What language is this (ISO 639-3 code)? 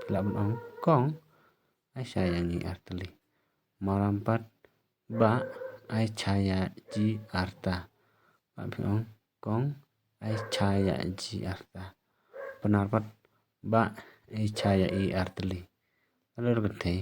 kha